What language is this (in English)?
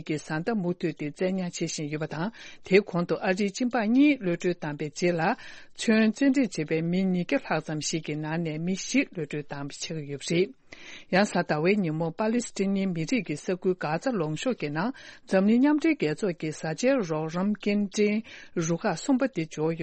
Tibetan